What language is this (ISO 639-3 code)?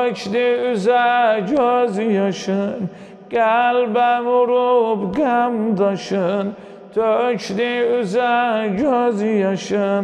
aze